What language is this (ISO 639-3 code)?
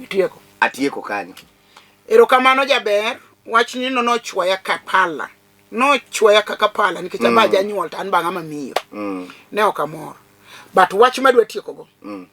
luo